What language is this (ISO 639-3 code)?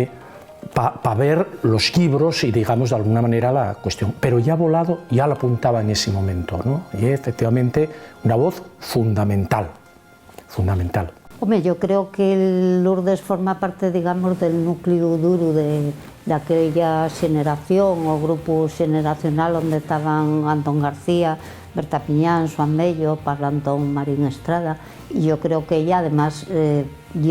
ast